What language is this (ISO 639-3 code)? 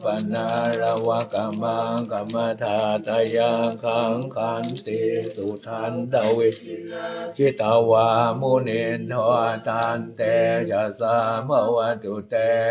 pli